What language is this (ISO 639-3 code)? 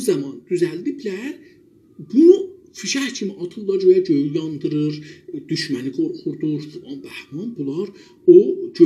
azb